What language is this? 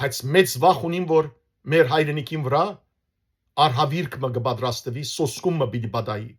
Western Armenian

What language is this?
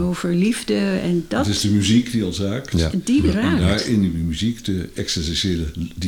Dutch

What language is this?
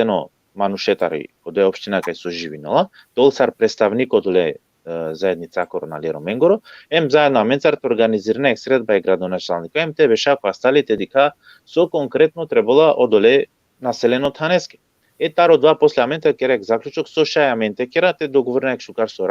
Balkan Romani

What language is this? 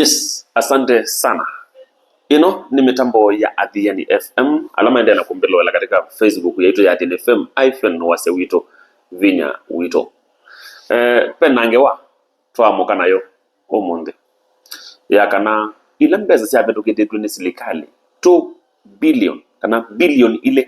Kamba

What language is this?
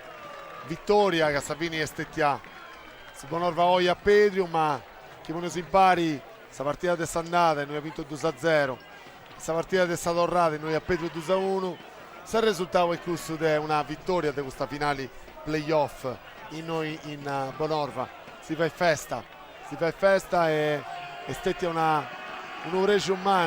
Sardinian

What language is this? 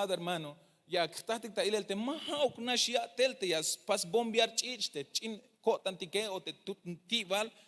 Tzeltal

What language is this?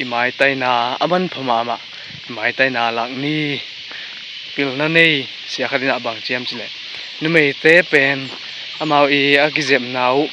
Tedim Chin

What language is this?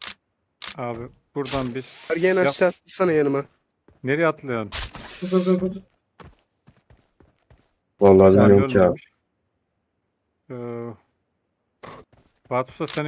Turkish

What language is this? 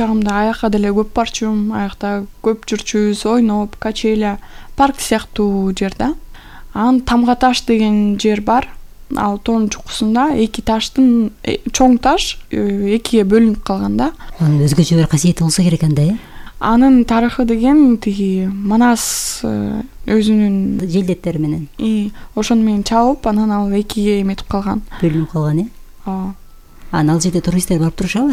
Kyrgyz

